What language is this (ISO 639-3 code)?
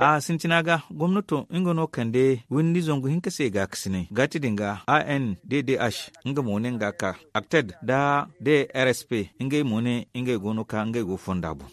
dje